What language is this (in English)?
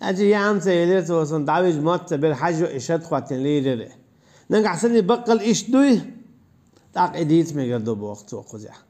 Chechen